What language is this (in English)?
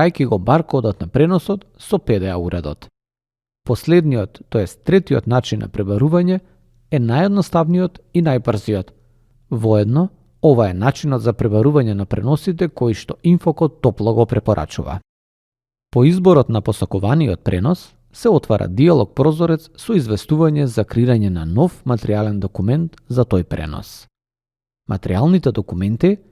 Macedonian